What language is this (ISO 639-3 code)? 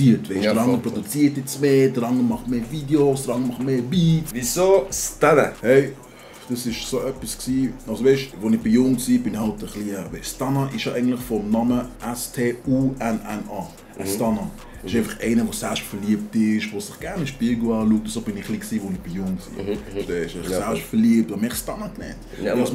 gsw